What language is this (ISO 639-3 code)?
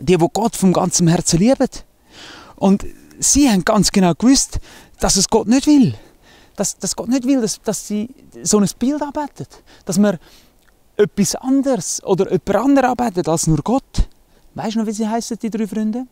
gsw